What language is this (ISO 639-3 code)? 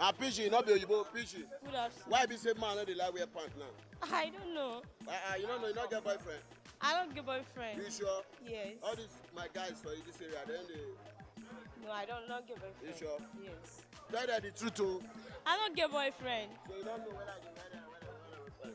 pcm